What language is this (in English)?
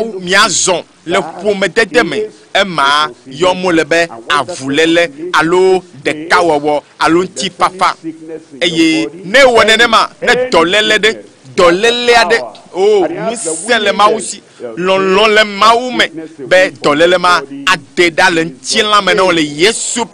Ewe